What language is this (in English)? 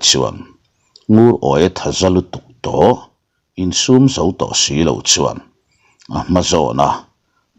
Mizo